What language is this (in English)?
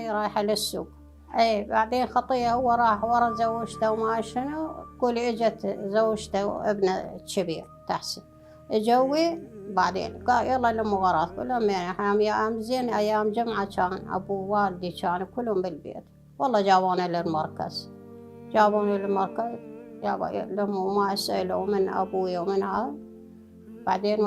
Mesopotamian Arabic